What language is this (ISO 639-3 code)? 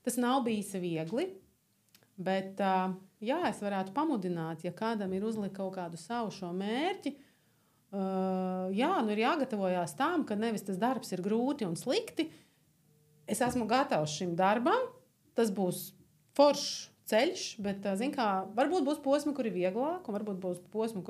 lav